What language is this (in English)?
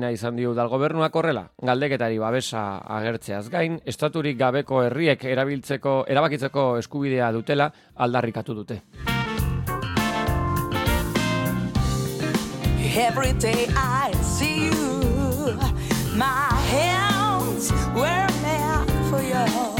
Basque